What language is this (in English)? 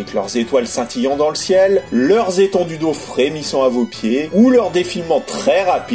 French